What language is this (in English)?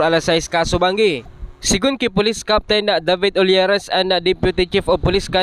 Bikol